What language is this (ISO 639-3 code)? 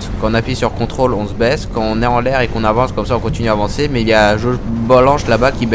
fra